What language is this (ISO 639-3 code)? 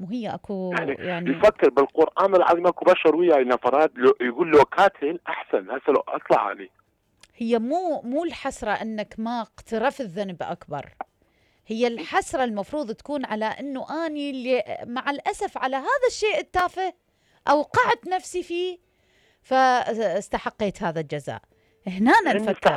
acm